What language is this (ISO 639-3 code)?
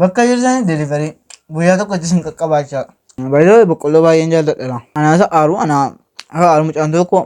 orm